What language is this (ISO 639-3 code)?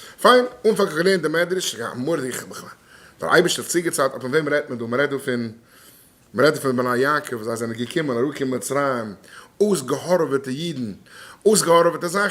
yid